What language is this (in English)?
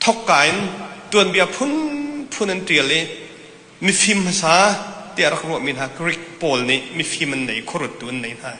Hakha Chin